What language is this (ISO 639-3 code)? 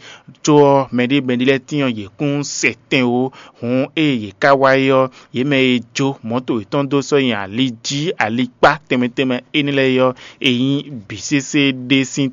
fon